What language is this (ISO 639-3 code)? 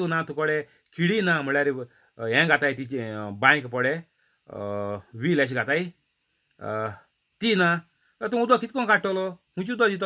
kok